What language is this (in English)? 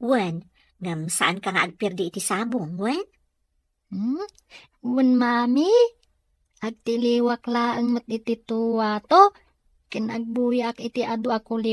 Iloko